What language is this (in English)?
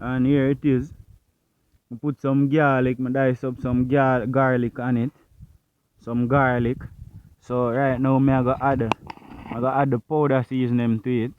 Jamaican Creole English